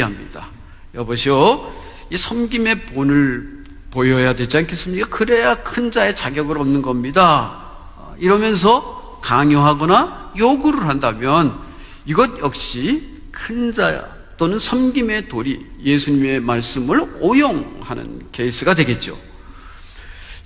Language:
Korean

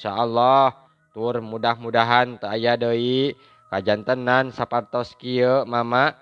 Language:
Sundanese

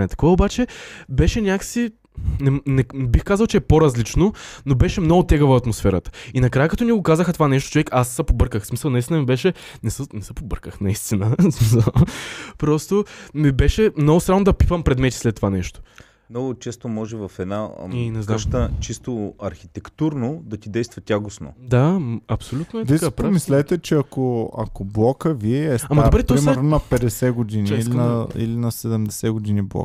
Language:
Bulgarian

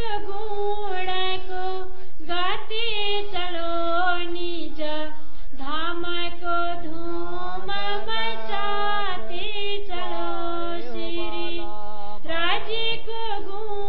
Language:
Nepali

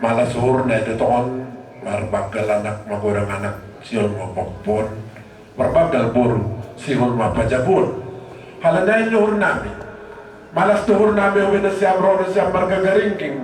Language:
Batak Simalungun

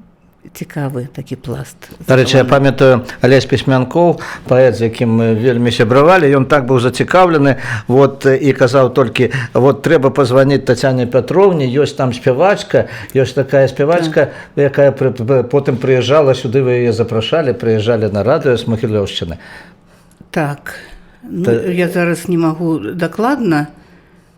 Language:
Belarusian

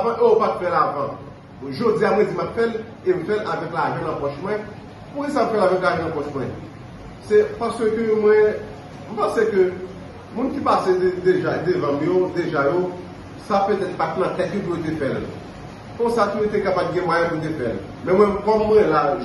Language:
Haitian Creole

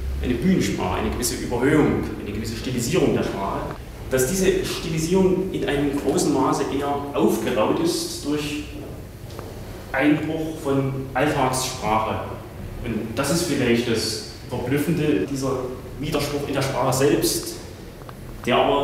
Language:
German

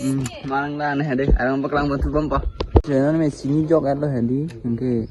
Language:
Karbi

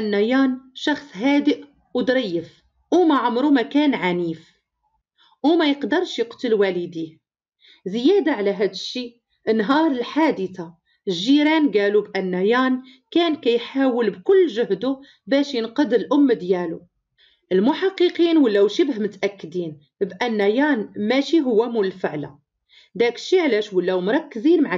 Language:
Moroccan Arabic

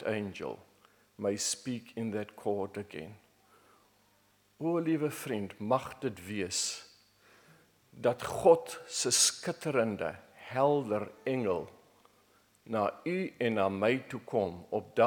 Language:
Afrikaans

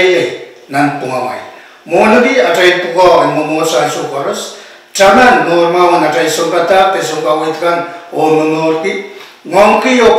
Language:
Pohnpeian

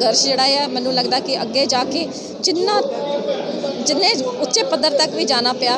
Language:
Punjabi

